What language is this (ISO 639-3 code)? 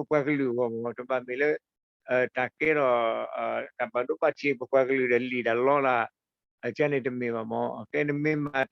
ksw